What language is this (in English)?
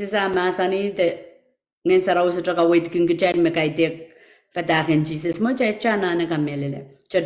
Pohnpeian